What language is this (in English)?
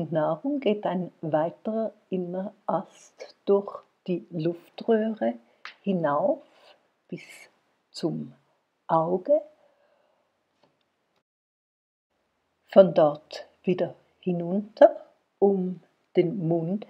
German